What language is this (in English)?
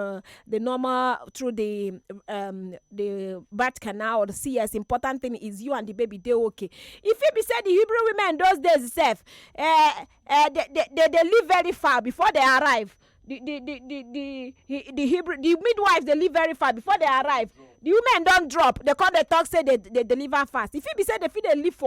Nigerian Pidgin